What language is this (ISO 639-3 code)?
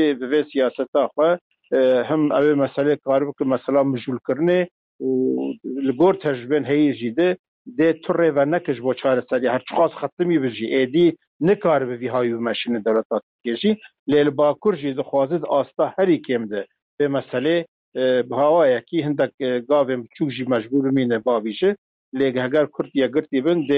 kur